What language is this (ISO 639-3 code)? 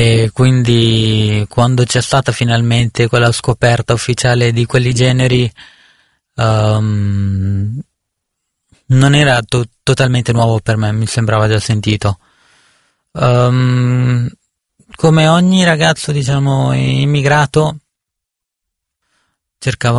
ita